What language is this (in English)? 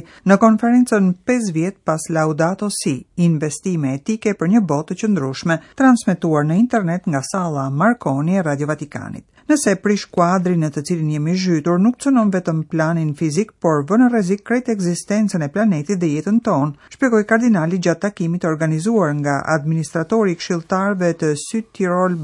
Albanian